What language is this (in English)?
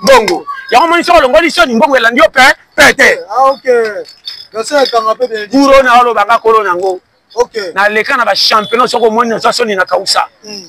Lingala